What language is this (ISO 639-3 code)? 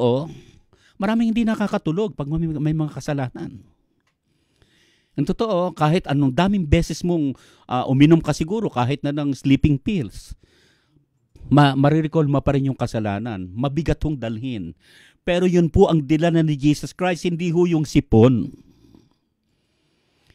fil